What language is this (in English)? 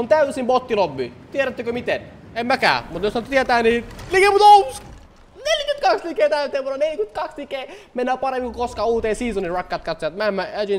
Finnish